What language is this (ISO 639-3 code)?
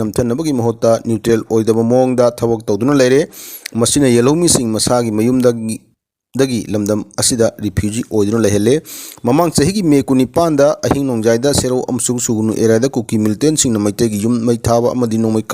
mni